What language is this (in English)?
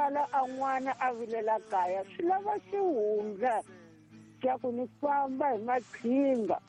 Tsonga